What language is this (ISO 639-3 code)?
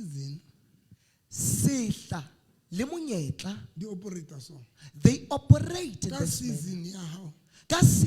sot